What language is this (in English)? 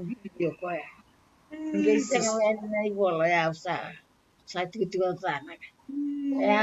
Fijian